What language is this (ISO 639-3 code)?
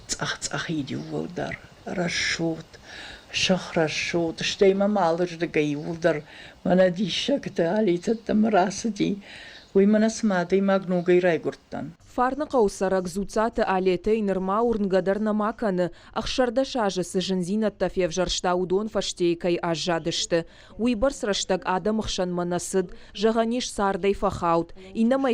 oss